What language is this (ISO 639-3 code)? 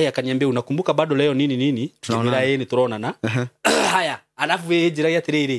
kik